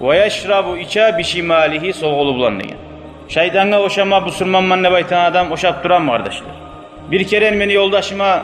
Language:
Kumyk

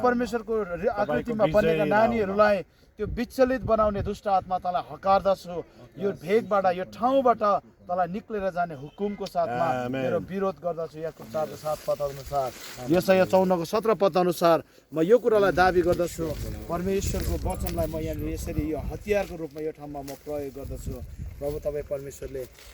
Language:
Nepali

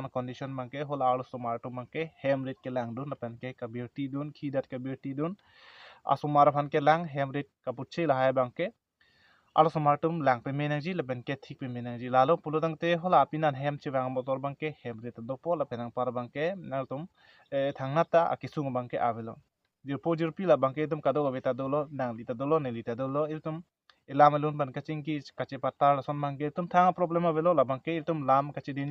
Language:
Karbi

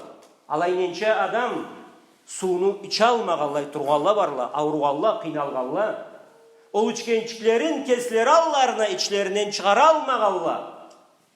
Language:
Karachay-Balkar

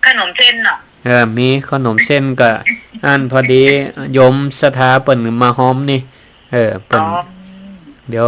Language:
Northern Thai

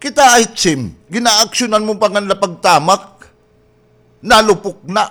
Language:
Waray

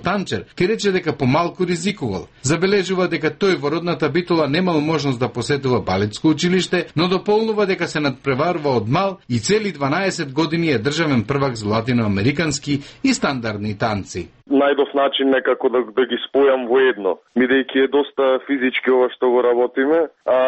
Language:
Macedonian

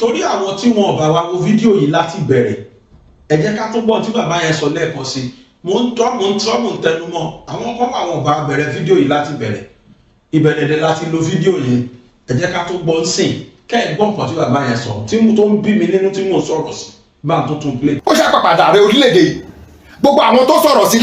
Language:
Yoruba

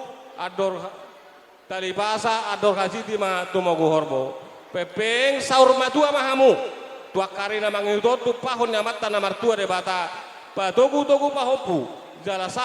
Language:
Batak Toba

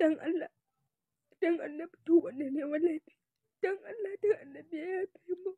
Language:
Hausa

